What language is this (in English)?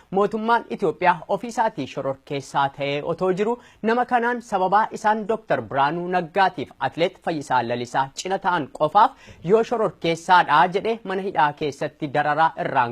Oromo